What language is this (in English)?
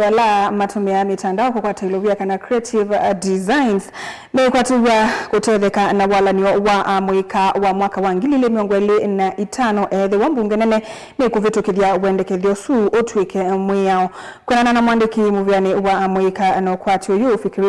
Kamba